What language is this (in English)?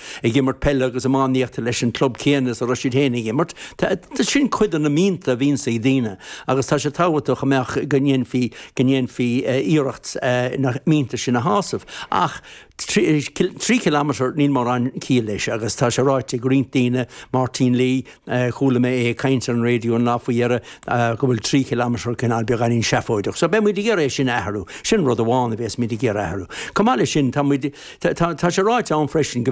Irish